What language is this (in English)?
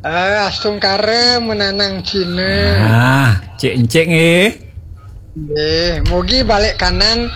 Balinese